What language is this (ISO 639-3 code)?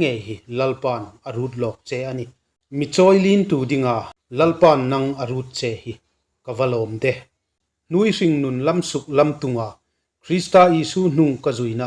hmr